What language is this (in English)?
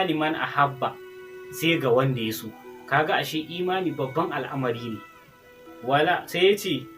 Hausa